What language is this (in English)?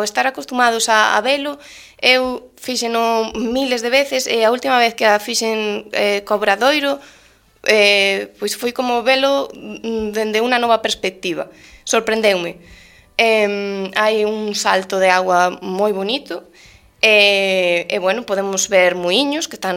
Galician